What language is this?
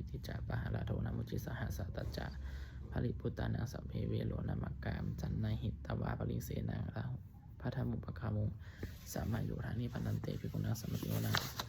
Pali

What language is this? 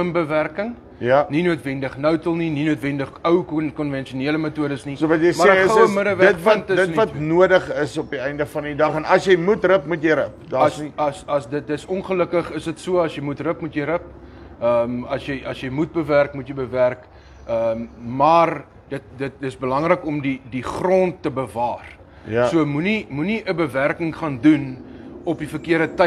Afrikaans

